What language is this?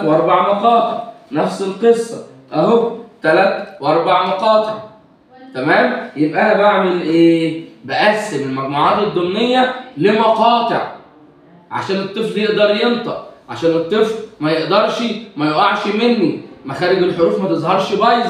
Egyptian Arabic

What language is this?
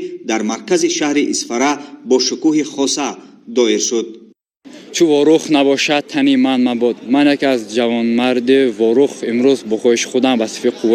Tajik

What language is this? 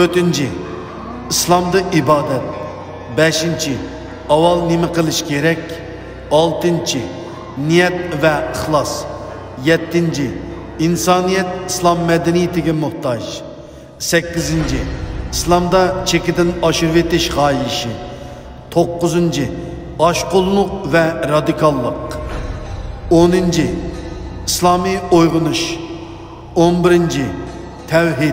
Uyghur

